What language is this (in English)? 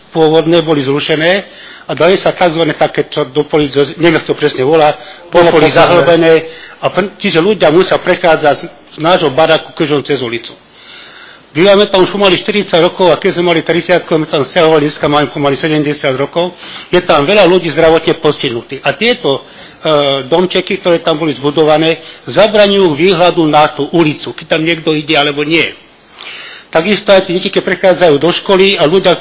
Slovak